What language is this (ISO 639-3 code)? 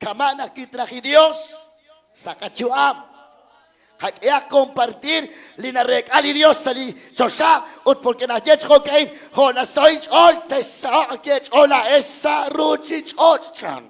kek